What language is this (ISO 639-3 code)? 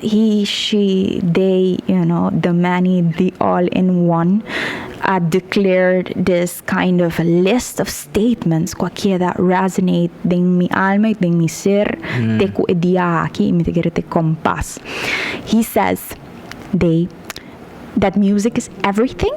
pap